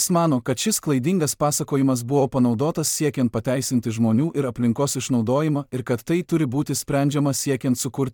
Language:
Lithuanian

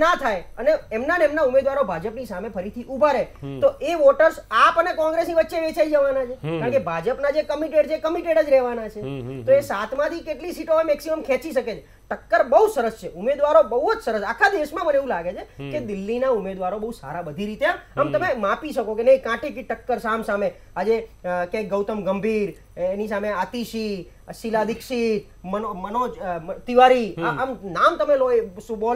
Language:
Gujarati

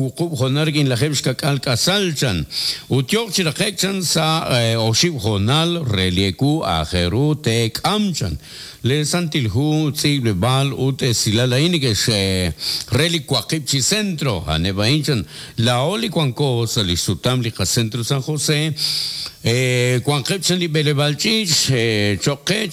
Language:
Kekchí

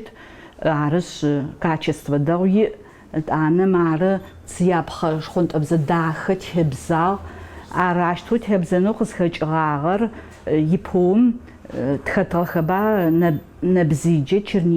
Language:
Adyghe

